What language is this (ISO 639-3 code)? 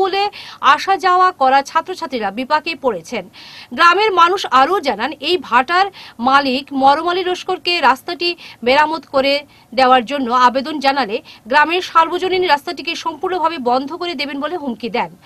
ben